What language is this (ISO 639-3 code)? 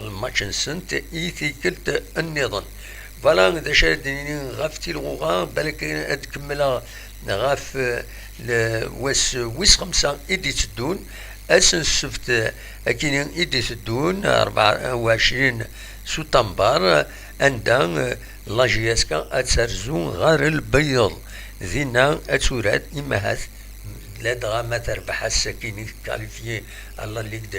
kab